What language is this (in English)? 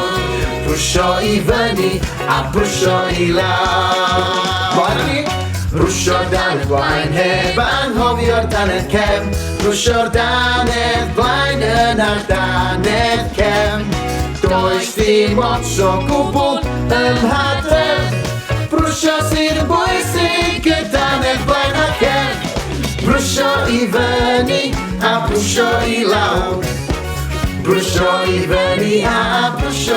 Welsh